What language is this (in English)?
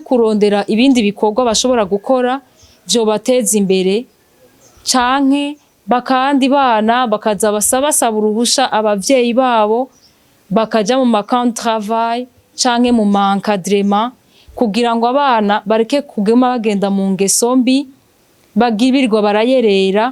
Rundi